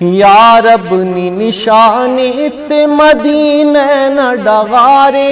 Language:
Brahui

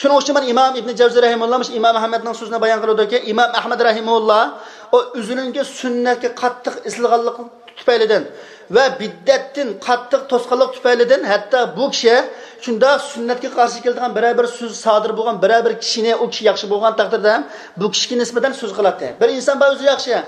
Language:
Uyghur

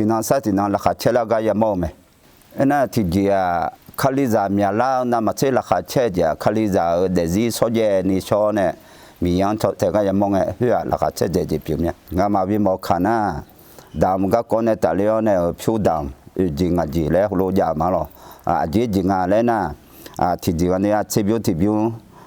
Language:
Akha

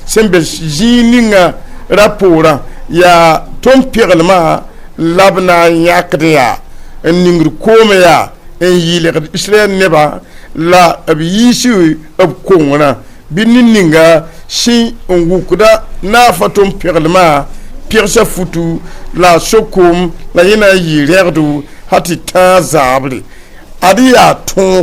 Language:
Mossi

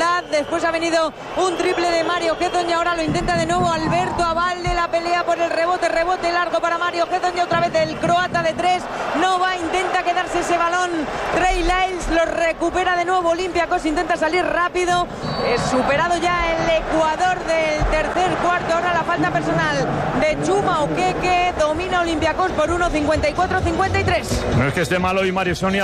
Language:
Spanish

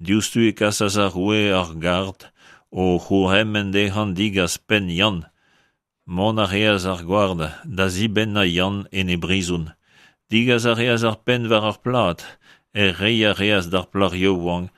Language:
Breton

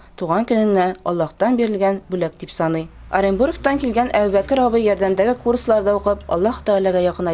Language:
Tatar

